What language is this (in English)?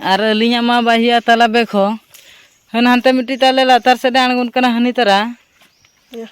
Santali